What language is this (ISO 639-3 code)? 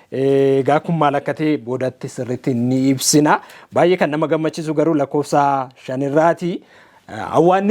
orm